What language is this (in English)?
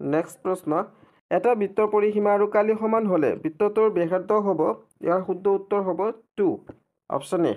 Assamese